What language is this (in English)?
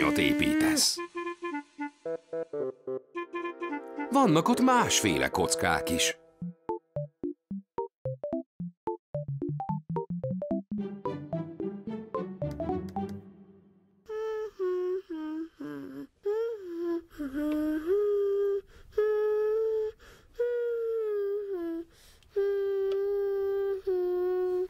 Hungarian